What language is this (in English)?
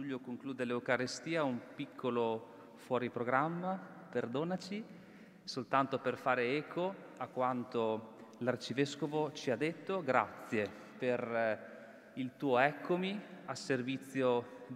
Italian